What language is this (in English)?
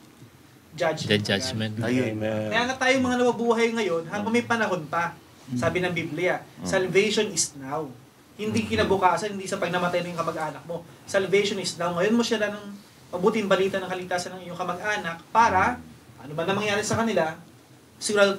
Filipino